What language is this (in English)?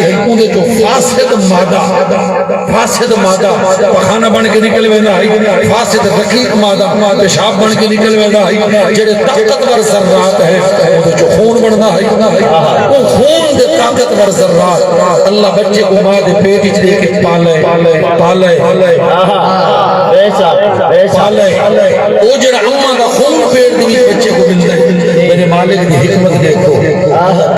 Saraiki